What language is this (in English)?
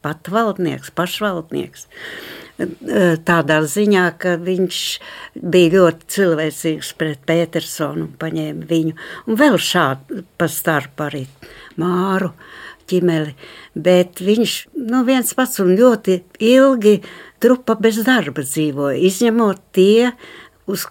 Latvian